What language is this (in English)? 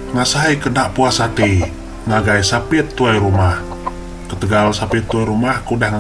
Iban